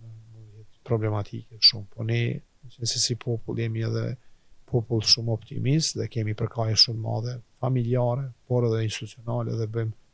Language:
Albanian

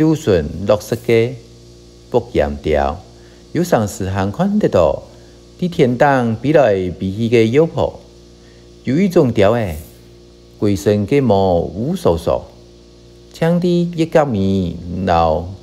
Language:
Hakka Chinese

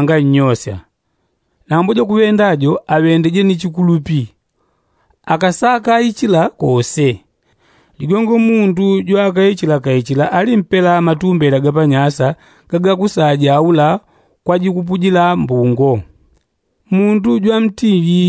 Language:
Yao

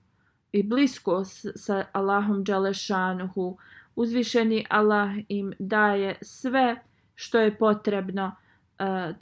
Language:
Bosnian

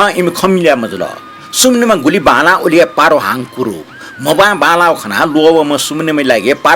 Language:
Newari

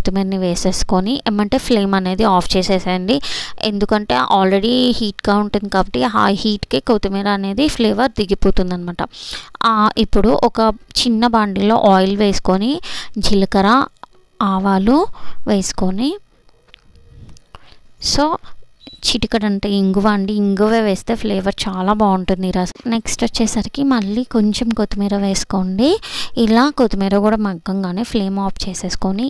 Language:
Telugu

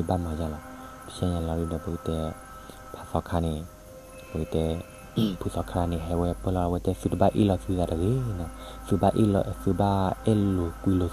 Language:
S'gaw Karen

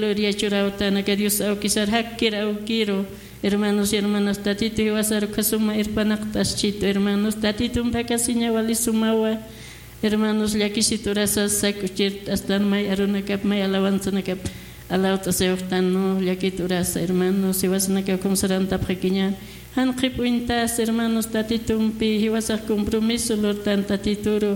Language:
Aymara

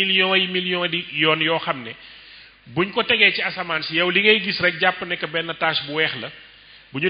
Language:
Wolof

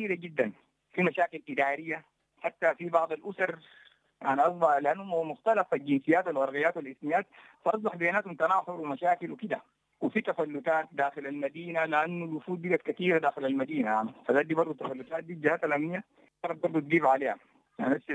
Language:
Sudanese Arabic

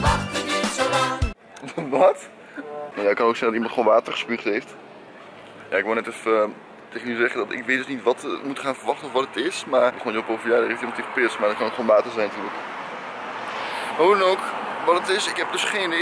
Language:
Dutch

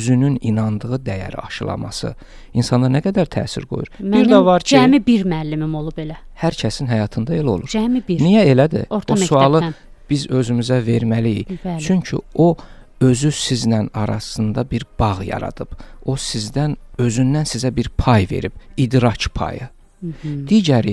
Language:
Azerbaijani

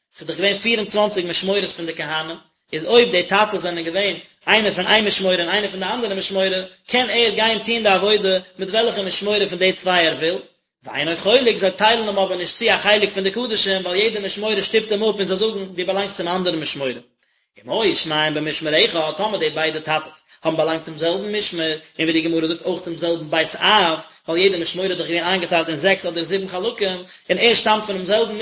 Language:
Yiddish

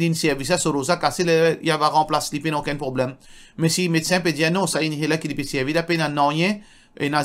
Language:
Morisyen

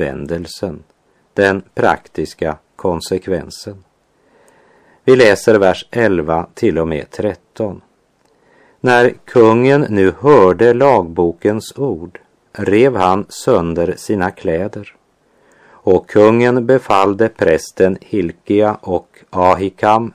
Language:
Swedish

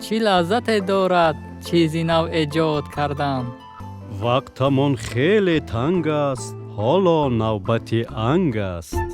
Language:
Tajik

